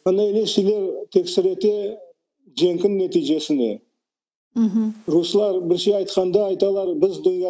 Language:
Crimean Tatar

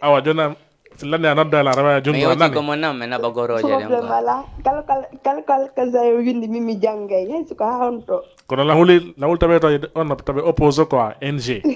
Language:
Fula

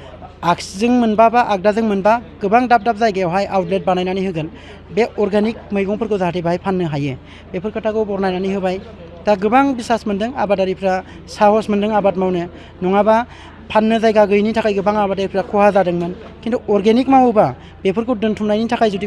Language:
Bodo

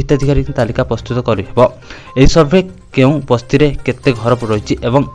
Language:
Odia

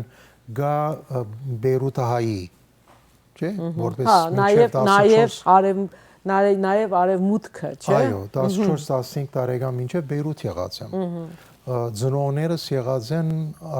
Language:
Western Armenian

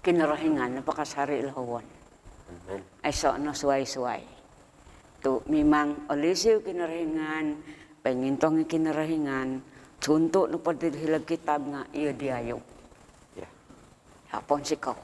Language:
Central Dusun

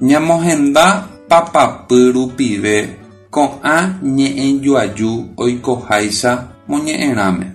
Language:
Guarani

